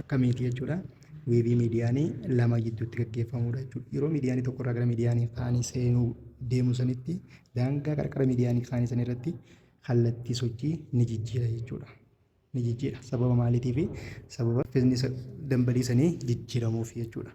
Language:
Oromo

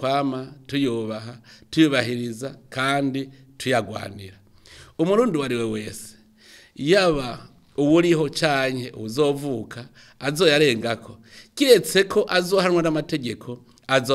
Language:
Rundi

